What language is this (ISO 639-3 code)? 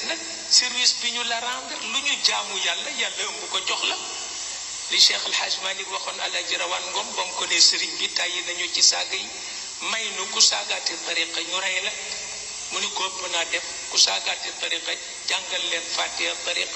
wol